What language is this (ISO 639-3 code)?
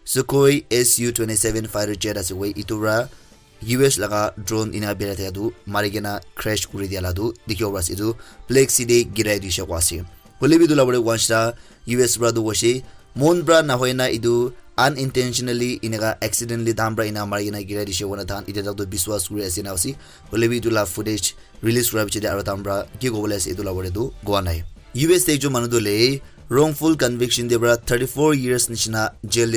nag